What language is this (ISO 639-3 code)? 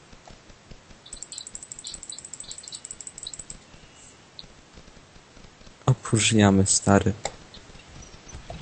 pol